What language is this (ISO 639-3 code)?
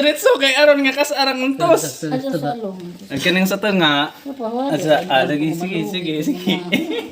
ceb